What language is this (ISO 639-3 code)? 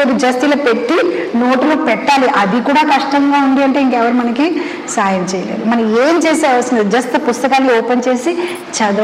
tel